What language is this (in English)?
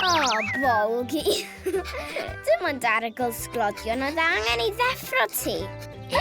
Welsh